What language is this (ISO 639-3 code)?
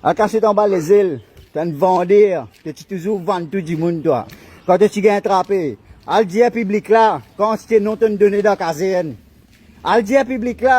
mfe